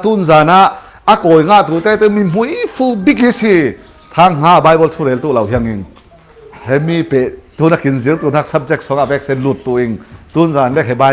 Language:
Falam Chin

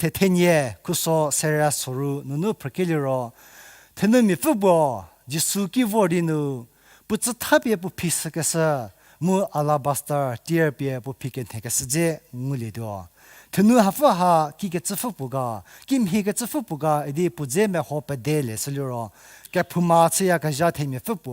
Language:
Angami Naga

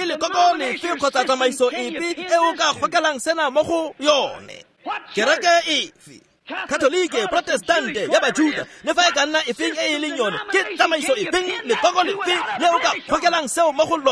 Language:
Tswana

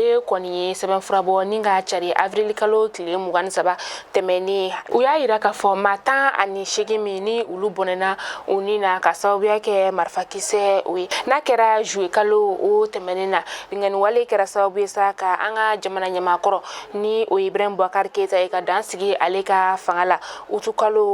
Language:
Bambara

